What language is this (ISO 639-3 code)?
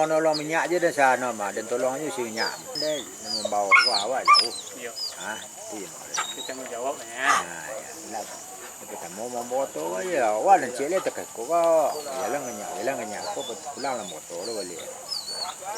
min